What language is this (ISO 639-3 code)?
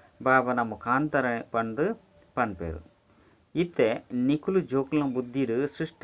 tcy